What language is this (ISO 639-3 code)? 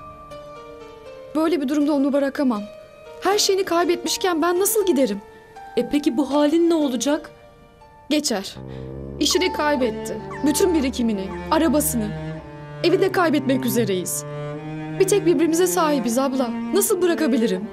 tur